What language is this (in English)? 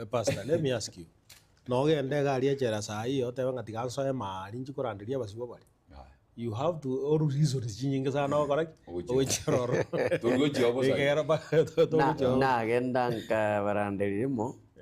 Gusii